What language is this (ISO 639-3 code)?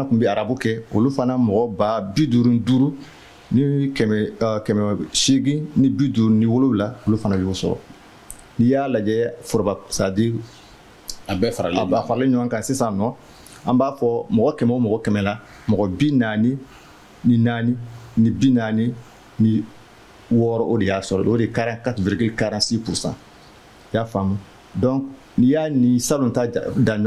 bam